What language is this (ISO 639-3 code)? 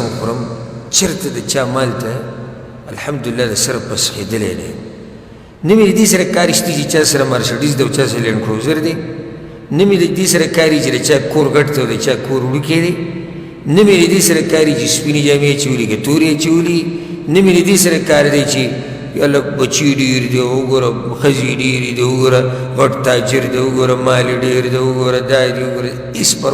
pus